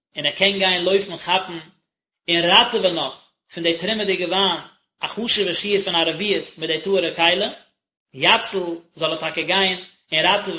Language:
Yiddish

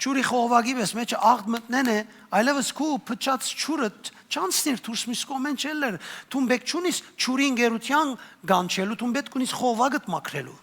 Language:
Western Armenian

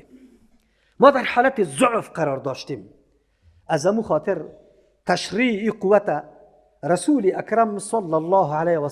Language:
Persian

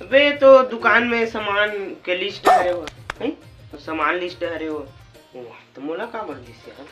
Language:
Chhattisgarhi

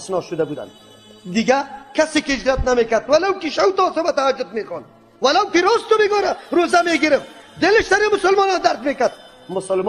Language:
Persian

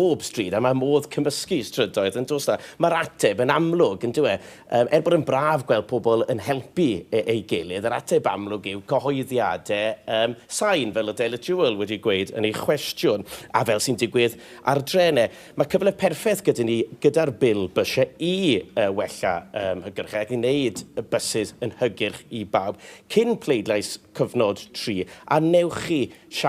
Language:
Welsh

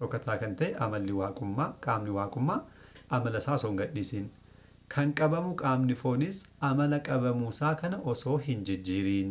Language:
Oromo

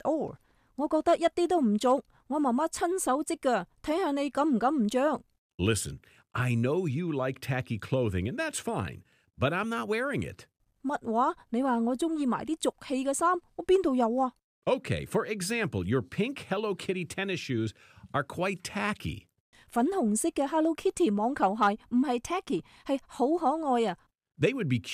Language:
Cantonese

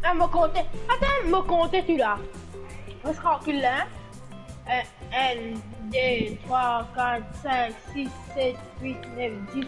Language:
Morisyen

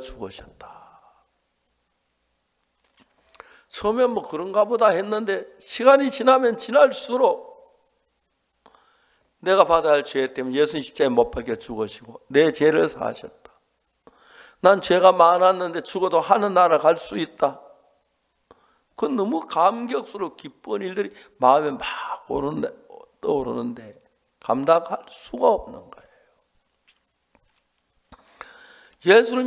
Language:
Korean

